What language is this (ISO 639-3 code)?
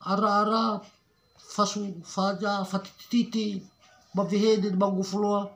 nia